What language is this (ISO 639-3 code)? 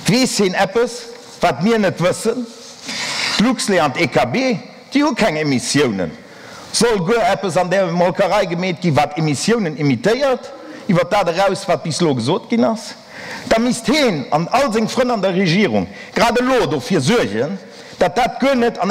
ltz